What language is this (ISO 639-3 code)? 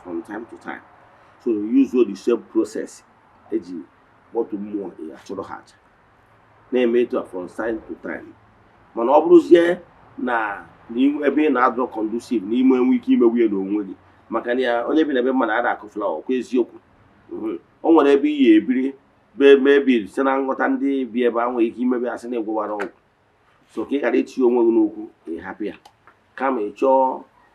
ibo